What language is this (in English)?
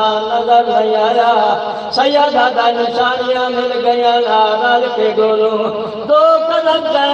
Saraiki